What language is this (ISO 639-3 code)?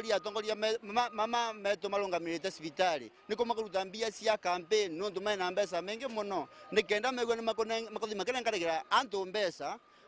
mer